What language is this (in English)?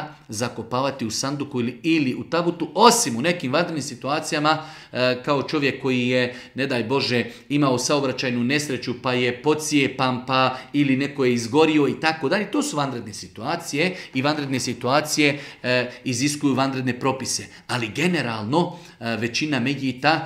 Bosnian